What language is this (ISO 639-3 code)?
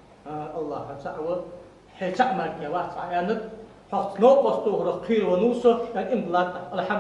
inh